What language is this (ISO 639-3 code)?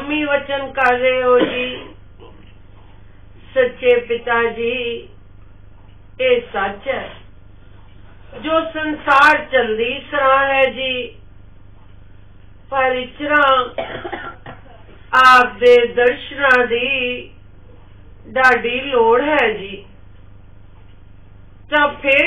pan